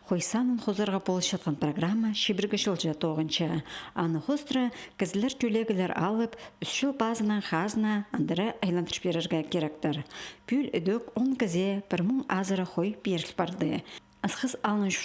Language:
Khakas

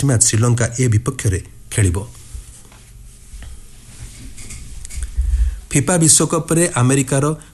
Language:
Odia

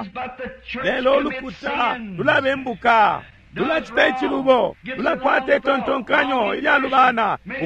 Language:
Bemba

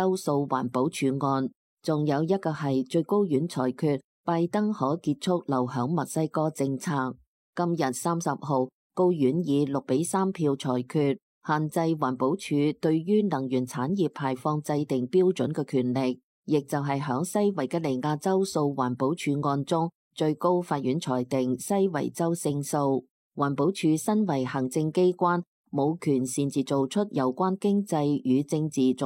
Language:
Cantonese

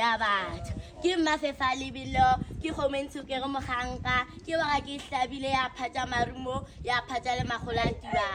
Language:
Northern Sotho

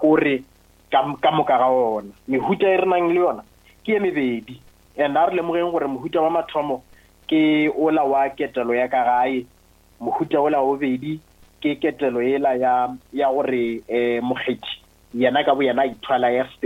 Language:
Northern Sotho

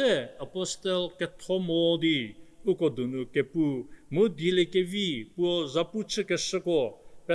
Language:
Angami Naga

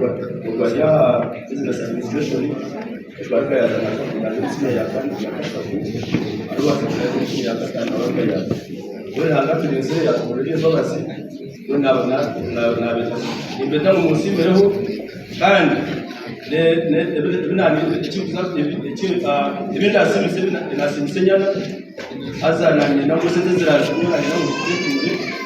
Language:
Nyankole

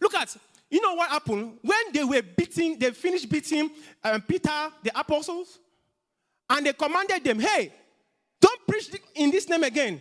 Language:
English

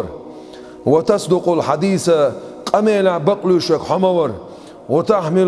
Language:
Chechen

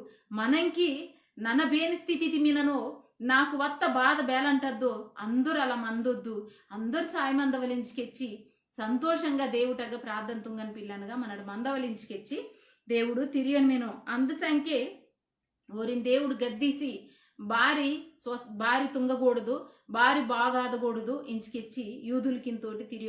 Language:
Koya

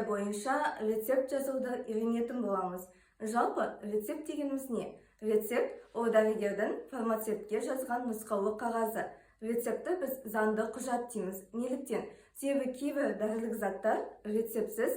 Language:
Kazakh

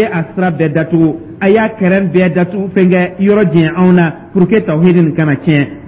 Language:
Dyula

